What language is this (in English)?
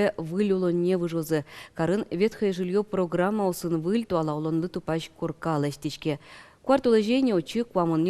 Udmurt